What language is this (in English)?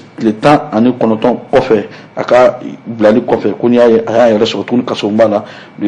Bambara